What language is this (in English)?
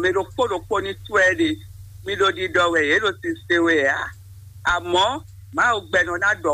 Fon